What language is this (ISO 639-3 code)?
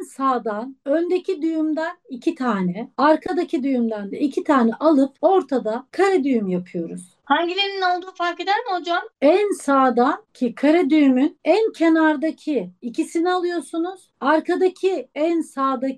tur